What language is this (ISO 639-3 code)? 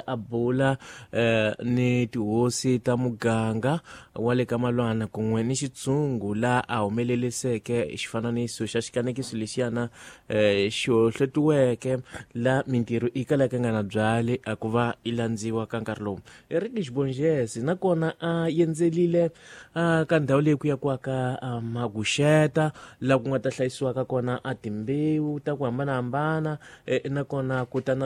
tso